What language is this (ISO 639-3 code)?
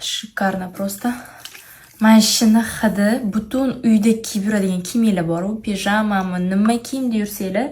uzb